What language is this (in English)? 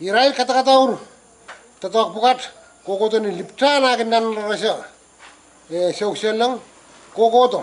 Pohnpeian